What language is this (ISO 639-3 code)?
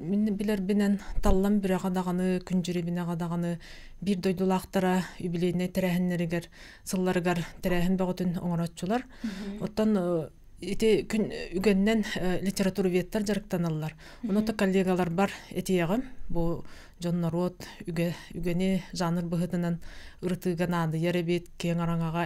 sah